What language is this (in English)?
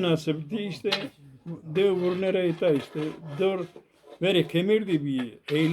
Zaza